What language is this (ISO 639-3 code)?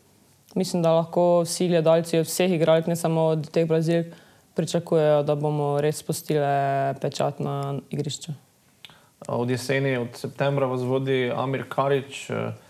slv